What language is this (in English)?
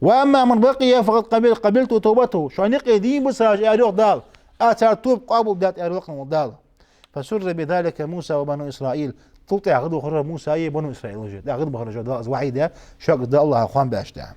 Ingush